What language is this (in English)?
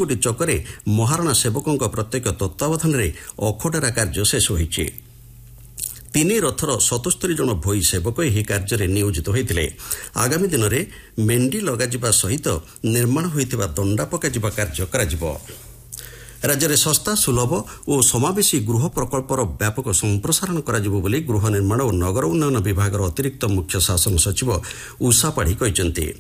Odia